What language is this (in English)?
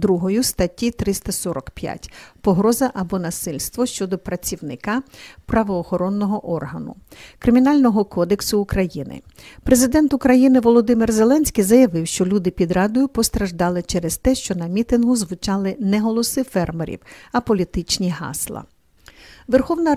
Ukrainian